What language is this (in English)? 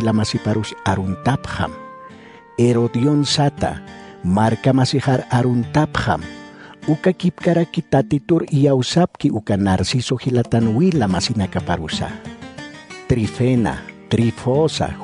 Aymara